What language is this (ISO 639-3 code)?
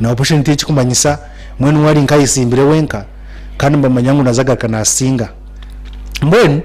nyn